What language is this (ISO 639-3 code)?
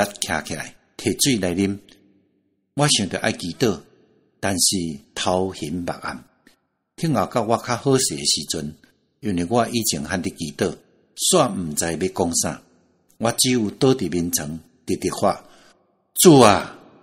nan